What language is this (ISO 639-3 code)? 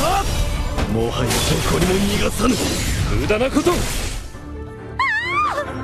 jpn